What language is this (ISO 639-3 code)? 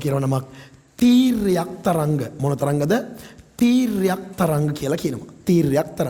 sin